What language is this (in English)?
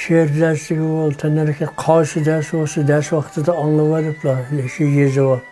Uyghur